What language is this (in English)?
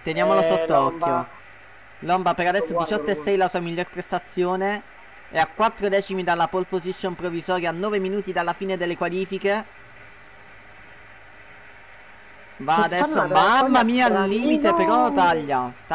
Italian